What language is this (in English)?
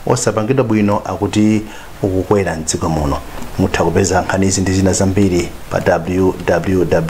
Nyanja